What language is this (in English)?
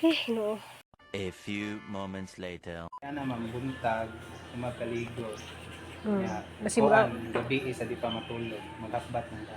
Cebuano